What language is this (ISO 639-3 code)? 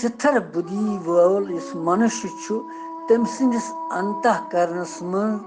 kas